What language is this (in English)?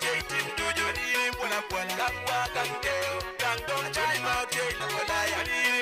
Acoli